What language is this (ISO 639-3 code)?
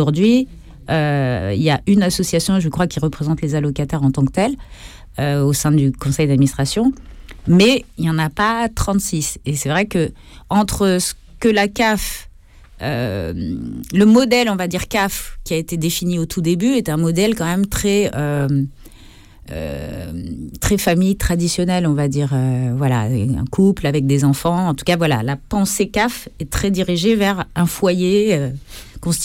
fra